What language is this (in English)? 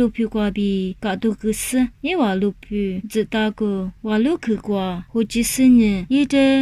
Lisu